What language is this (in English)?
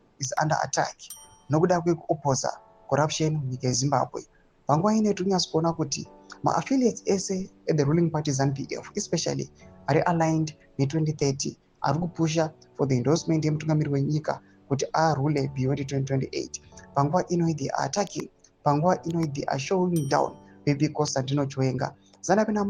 Shona